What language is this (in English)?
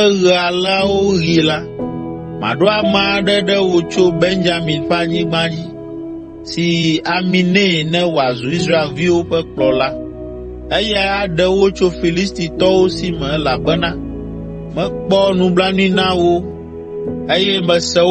Ewe